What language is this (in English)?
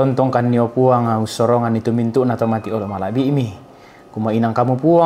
Toraja-Sa'dan